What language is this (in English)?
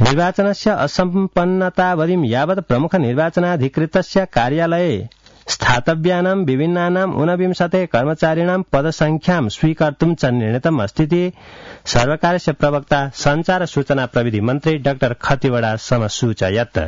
Sanskrit